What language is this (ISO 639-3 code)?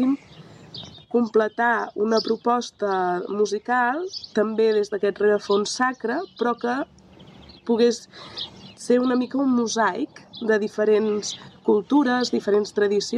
cat